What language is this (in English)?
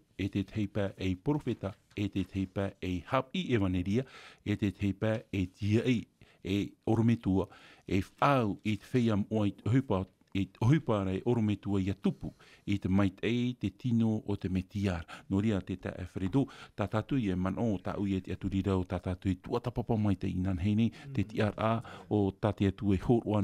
Tahitian